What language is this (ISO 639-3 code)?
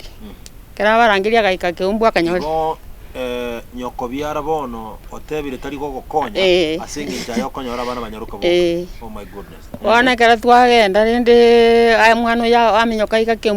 guz